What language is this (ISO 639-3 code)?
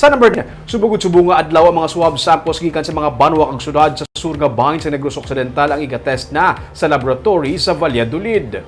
hil